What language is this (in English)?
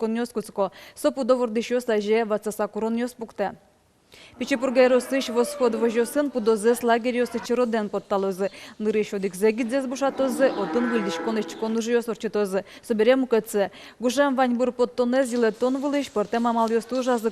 Udmurt